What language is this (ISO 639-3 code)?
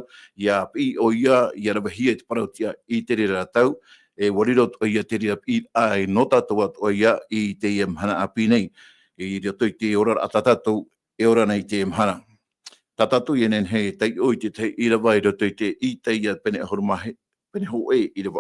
tah